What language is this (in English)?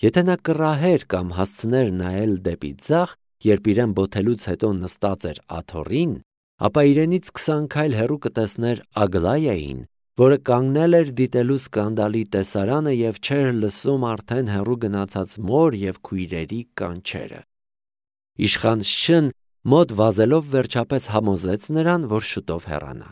Armenian